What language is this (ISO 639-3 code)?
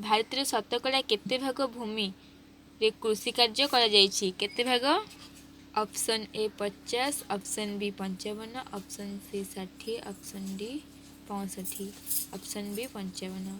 ori